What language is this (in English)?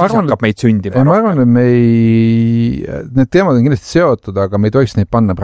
Estonian